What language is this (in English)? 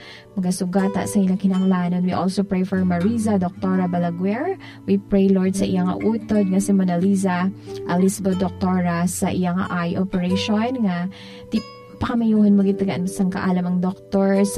Hiligaynon